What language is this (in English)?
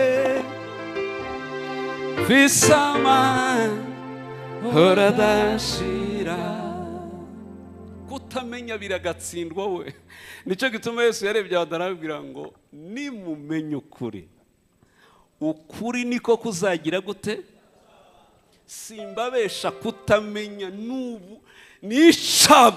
Kinyarwanda